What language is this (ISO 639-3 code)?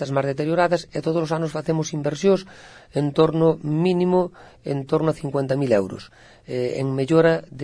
glg